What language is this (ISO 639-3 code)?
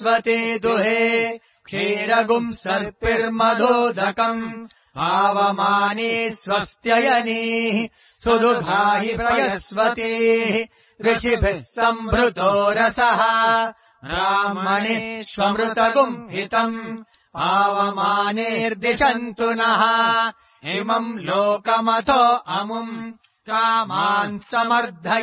san